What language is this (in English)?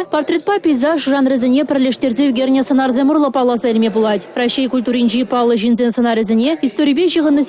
Chuvash